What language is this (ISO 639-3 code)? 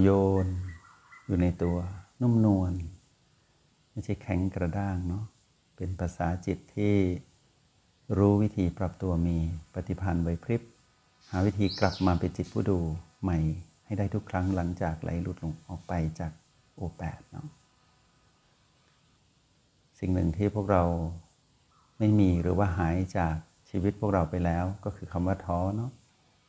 tha